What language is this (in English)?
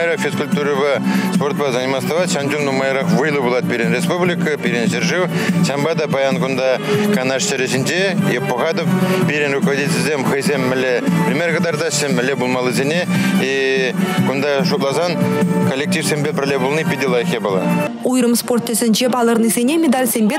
Chuvash